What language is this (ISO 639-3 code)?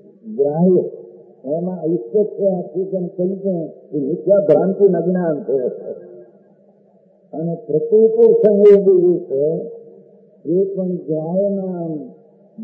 guj